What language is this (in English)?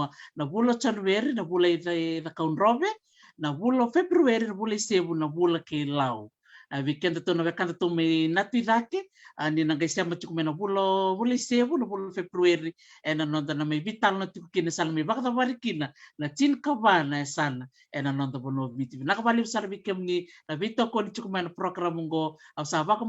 Fijian